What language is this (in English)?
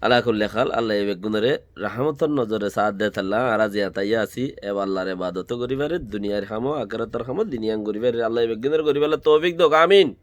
Rohingya